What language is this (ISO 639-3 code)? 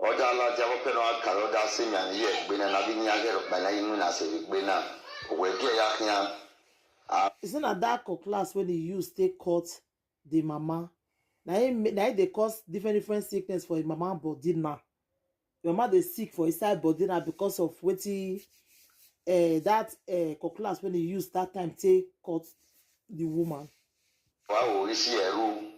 pcm